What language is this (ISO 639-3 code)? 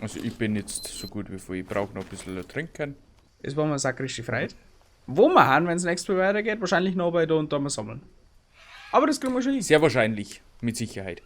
bar